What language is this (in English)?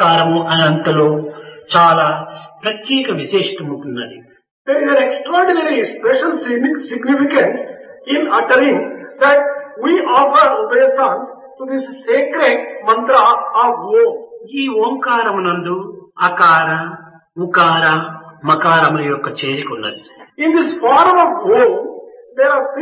Telugu